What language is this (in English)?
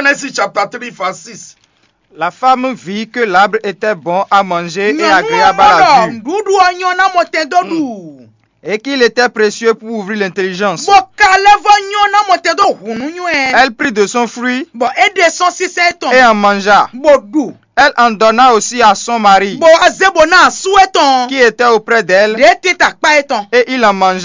Fon